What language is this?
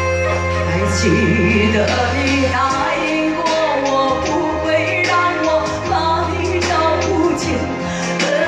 Chinese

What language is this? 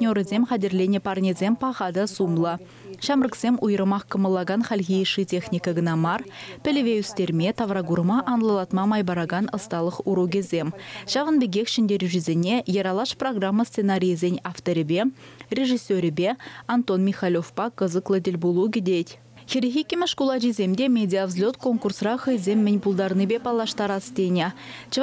Chuvash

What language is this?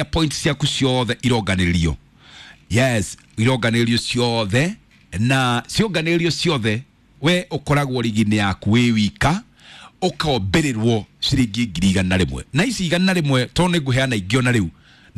Kikuyu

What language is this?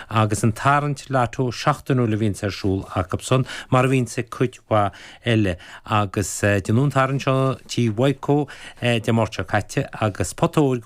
Irish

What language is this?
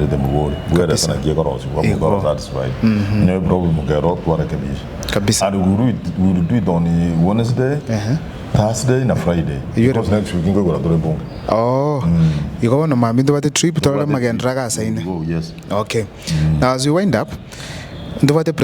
Gusii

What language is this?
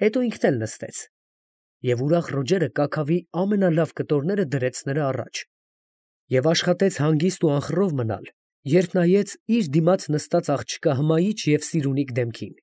Armenian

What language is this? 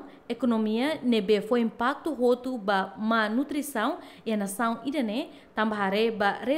Tetum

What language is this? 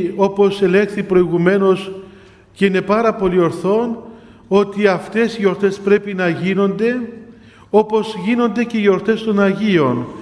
Greek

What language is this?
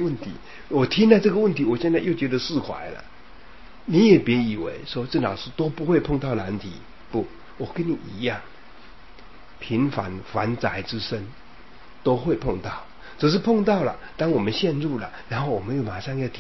Chinese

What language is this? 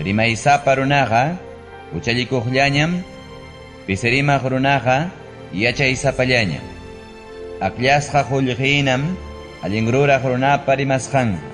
Ayacucho Quechua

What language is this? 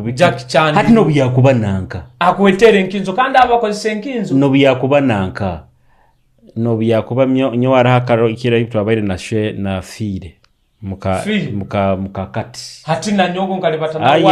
Nyoro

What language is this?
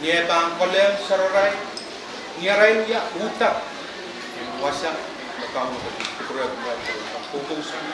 Pohnpeian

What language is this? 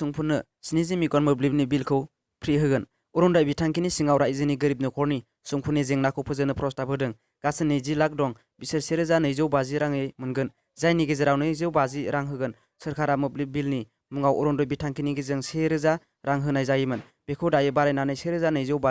Bodo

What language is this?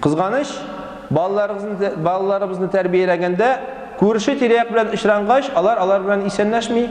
Tatar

